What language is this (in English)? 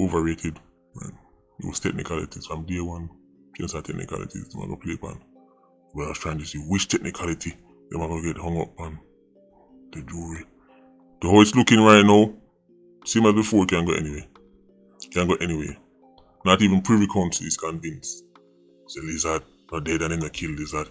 Jamaican Creole English